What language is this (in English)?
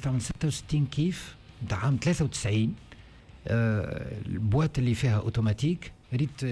Tunisian Arabic